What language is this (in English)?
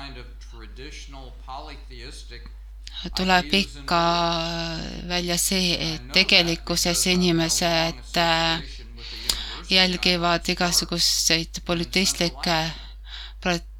Estonian